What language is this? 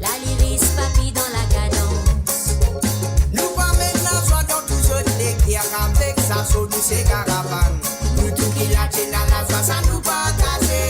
Morisyen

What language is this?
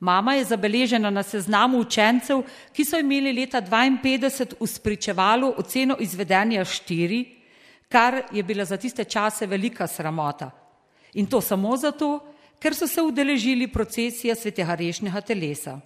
Slovenian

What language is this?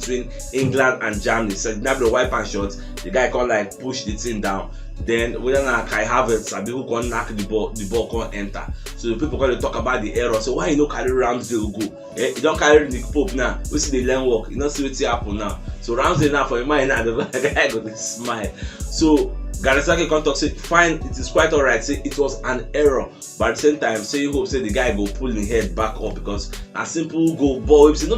Nigerian Pidgin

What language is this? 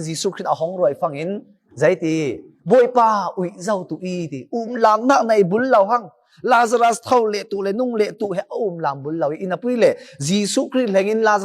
Falam Chin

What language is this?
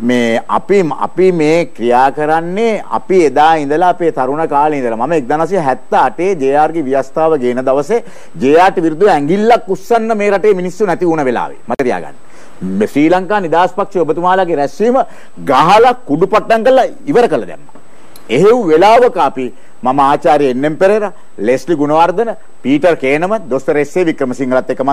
Sinhala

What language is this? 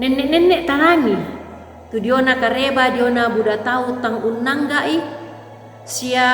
Toraja-Sa'dan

